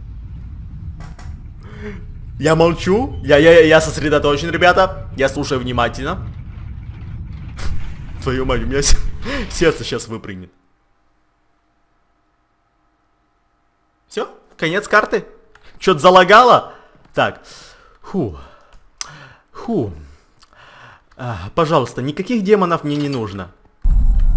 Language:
Russian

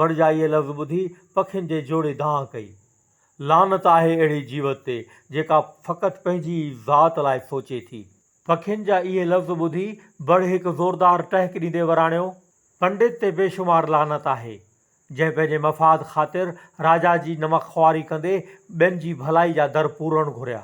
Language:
Sindhi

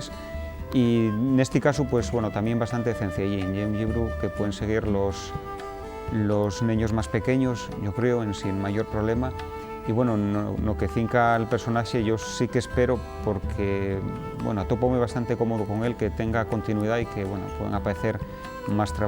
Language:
Asturian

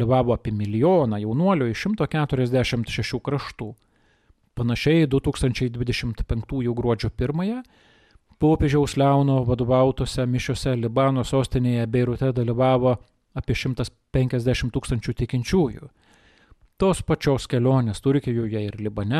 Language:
Lithuanian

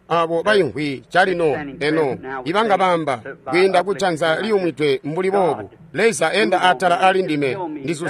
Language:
Tonga (Zambia)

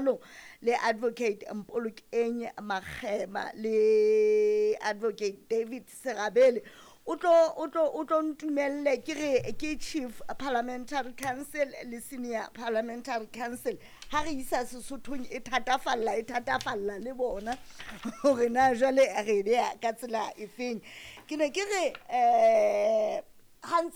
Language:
Southern Sotho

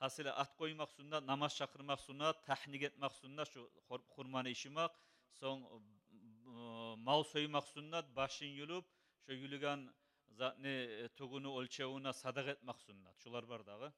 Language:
Kumyk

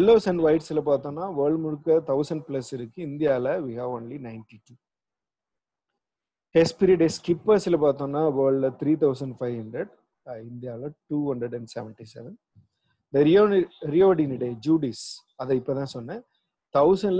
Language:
Tamil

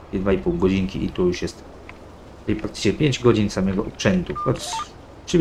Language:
Polish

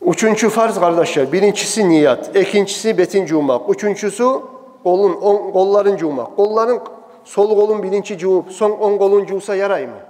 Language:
Kumyk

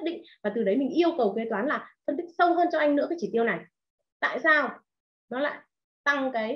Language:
Vietnamese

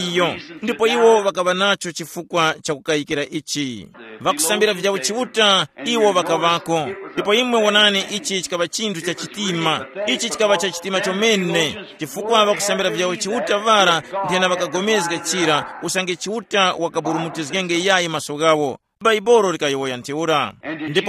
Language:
Tumbuka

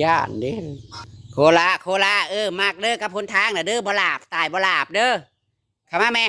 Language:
Northeastern Thai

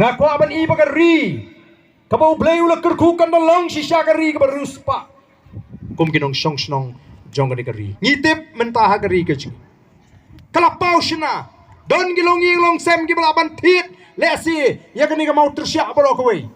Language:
Khasi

